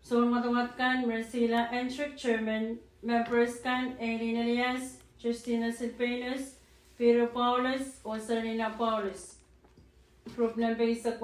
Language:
Pohnpeian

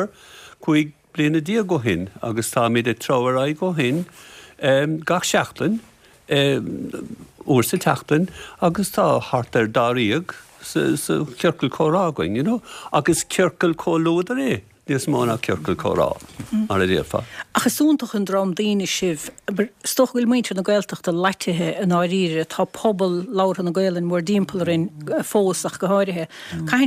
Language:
Irish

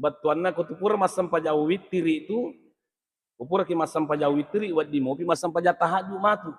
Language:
Buginese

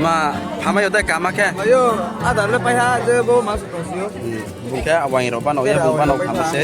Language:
Riang (India)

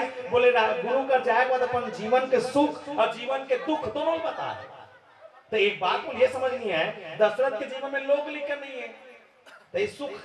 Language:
Chhattisgarhi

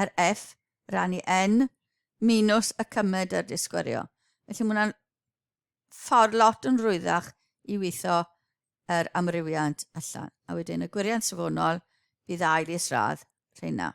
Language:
Welsh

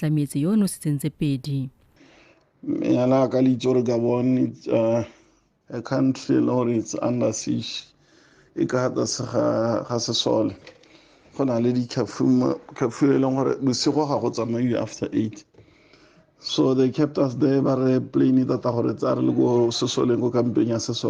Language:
Tswana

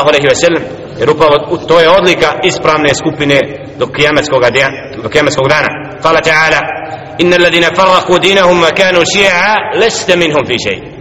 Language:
Bosnian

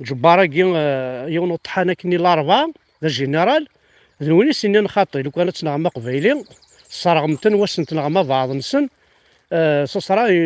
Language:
Kabyle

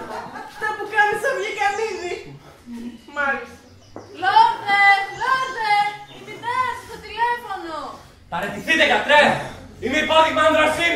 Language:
Greek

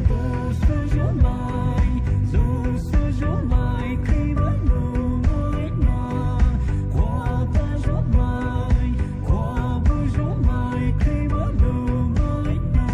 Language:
Poumei Naga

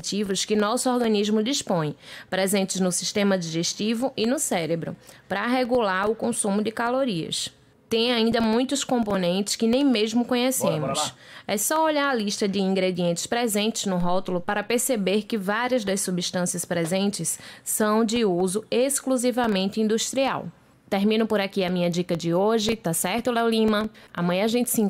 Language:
Portuguese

